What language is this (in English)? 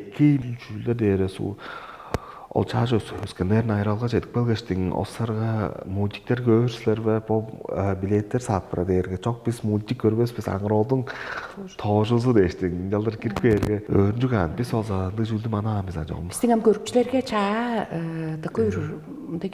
Tuvinian